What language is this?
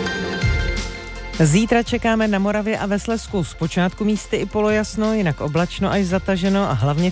Czech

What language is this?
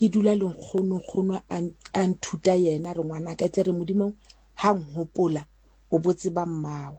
Southern Sotho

